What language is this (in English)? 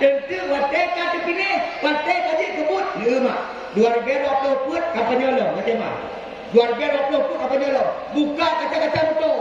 Achinese